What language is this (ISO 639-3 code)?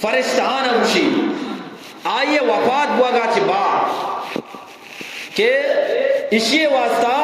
bgp